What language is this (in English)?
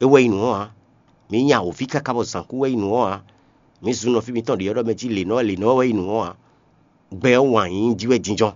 Fon